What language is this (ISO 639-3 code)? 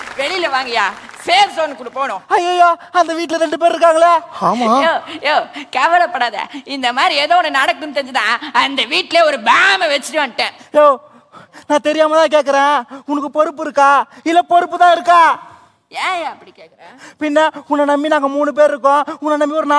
tam